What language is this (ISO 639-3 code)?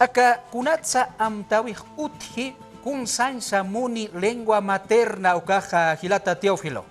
aym